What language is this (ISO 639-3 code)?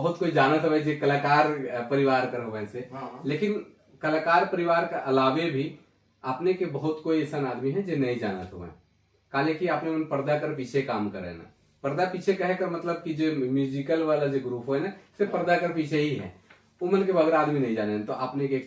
sck